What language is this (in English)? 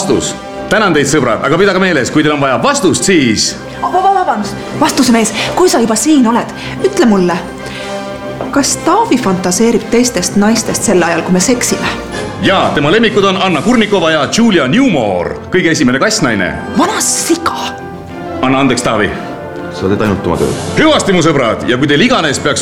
Estonian